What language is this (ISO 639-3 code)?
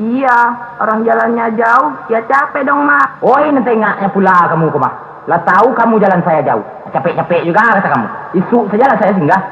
min